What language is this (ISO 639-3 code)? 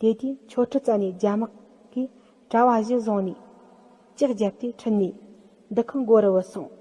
bod